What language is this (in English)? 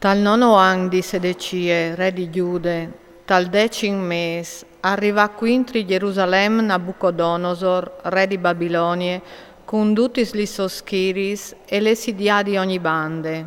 Friulian